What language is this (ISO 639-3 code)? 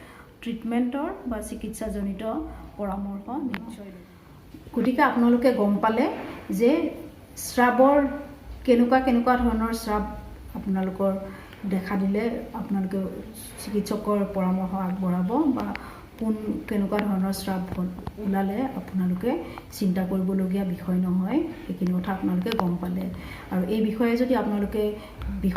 asm